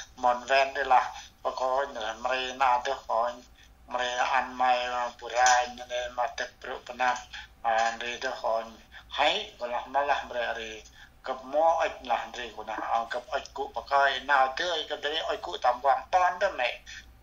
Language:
Central Mnong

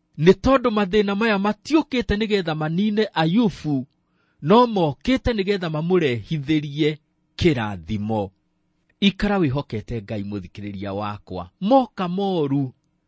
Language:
Kikuyu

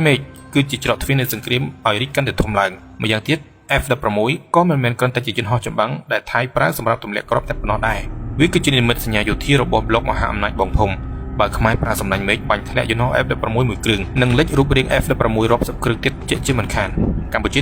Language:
Khmer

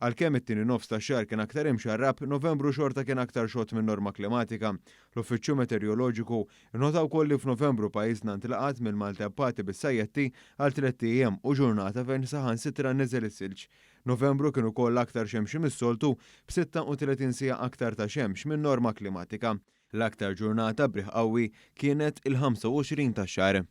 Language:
Maltese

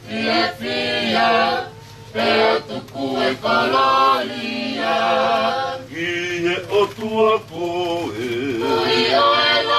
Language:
Tongan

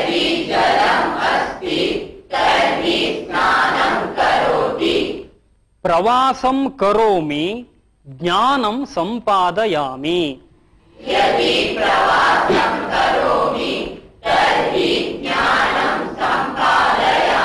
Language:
Sanskrit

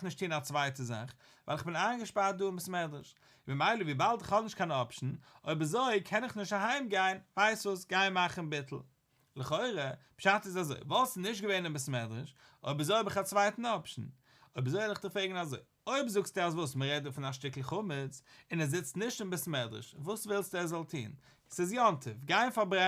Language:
Yiddish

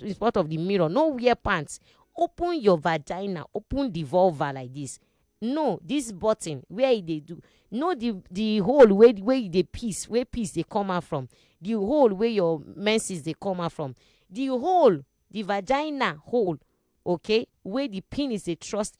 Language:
Nigerian Pidgin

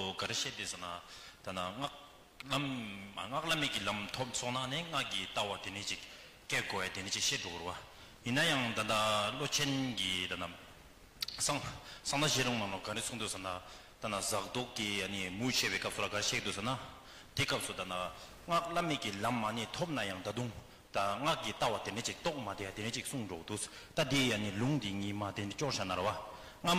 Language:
Tibetan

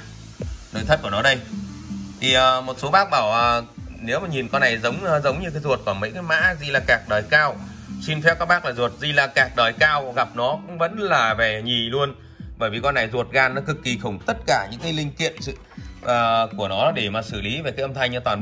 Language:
Vietnamese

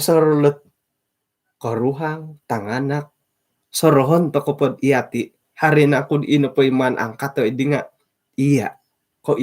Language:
Central Dusun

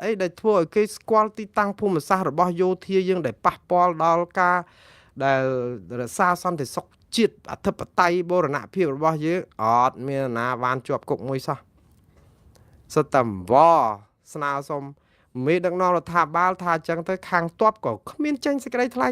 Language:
Khmer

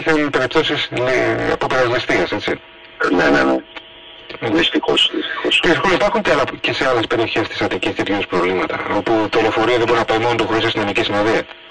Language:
Greek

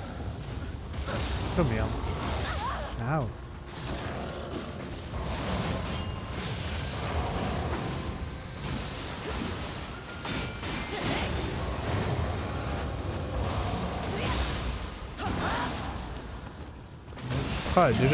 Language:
French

